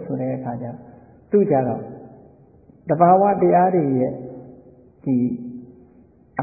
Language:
Burmese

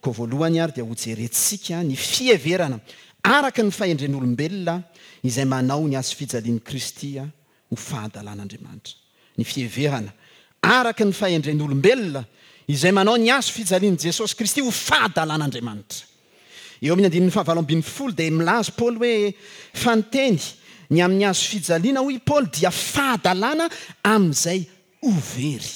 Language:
Malagasy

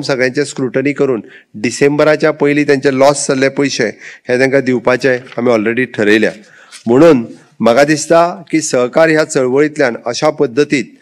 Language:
Konkani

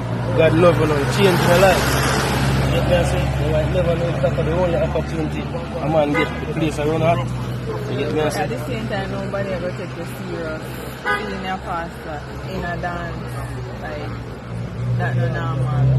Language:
Jamaican Creole English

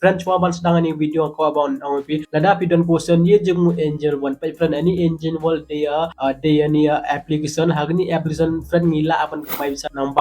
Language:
Khasi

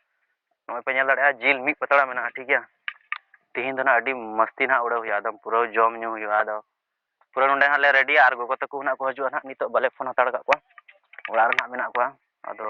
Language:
Santali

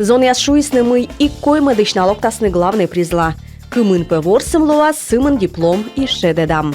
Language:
Komi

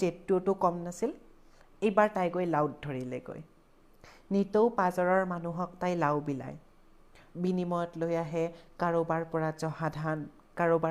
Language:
Assamese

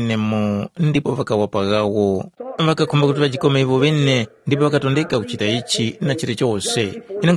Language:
Tumbuka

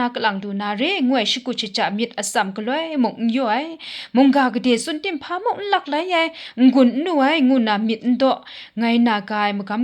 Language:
Kachin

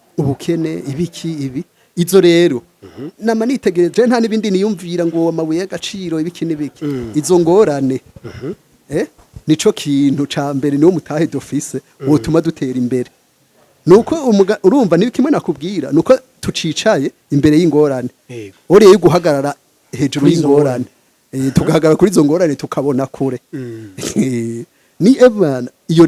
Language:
Rundi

